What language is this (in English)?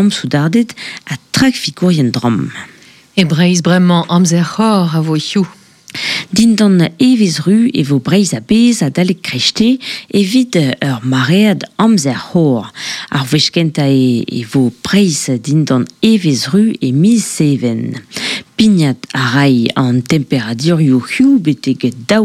Breton